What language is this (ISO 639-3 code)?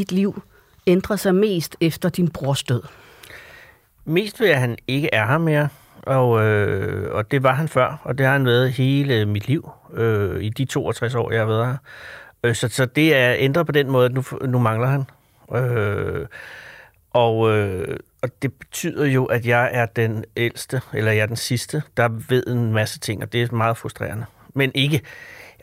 dan